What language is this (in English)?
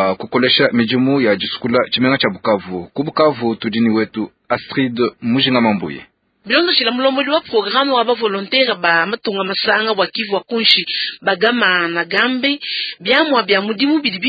Luba-Lulua